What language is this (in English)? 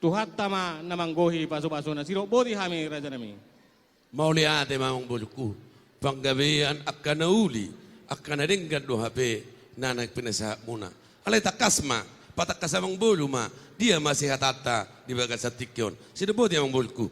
Batak Toba